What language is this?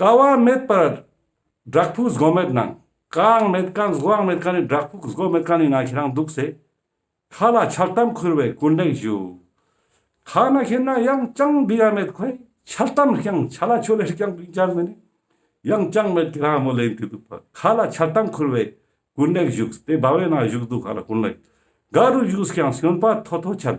Ladakhi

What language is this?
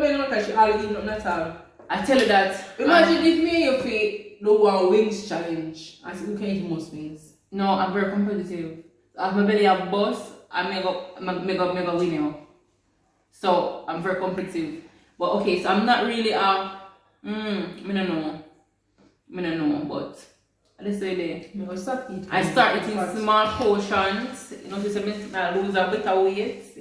Jamaican Creole English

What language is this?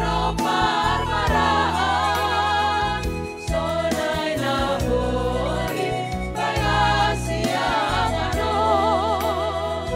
Batak Simalungun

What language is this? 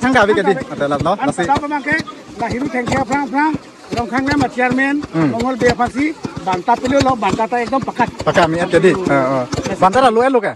Karbi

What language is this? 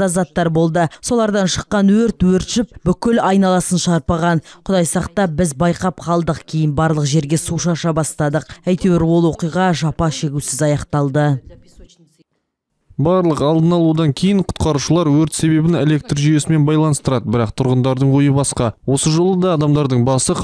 Kazakh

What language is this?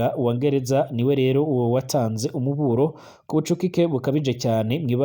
Rundi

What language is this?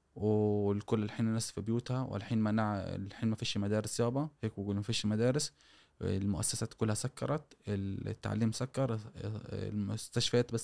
Gulf Arabic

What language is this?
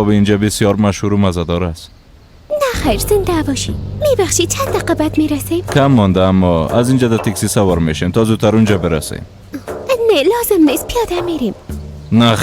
Persian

